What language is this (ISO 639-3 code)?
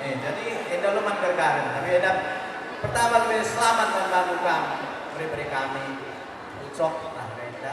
btx